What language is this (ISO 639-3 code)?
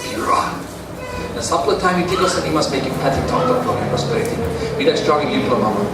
tpi